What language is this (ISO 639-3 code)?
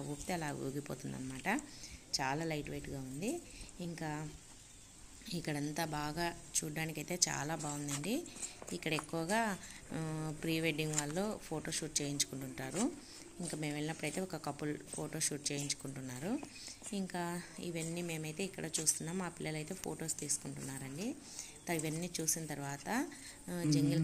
tel